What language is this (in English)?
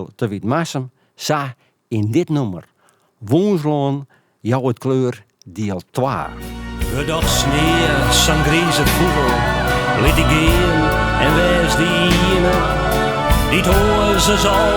Western Frisian